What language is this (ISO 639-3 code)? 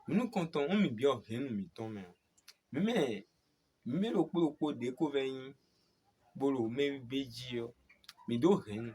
fon